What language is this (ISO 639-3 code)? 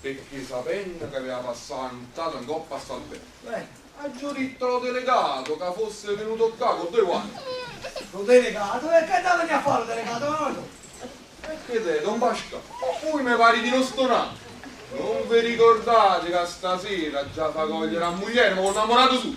nap